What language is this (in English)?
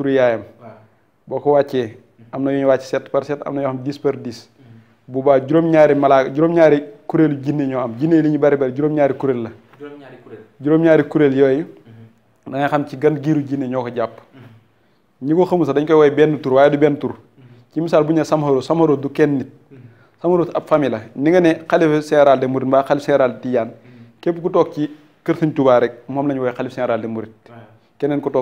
Wolof